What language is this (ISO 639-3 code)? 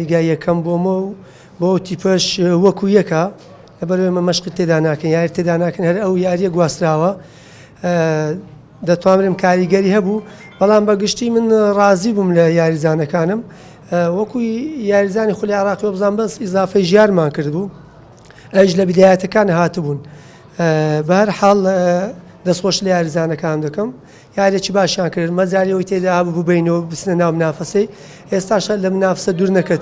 ckb